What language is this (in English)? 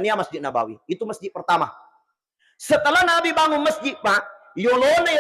Buginese